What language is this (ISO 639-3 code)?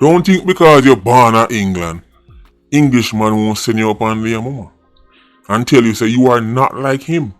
jam